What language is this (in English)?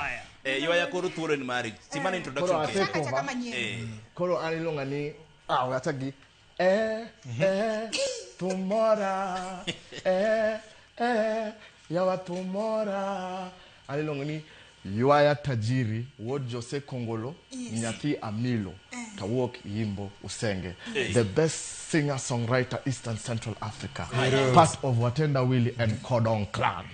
Luo (Kenya and Tanzania)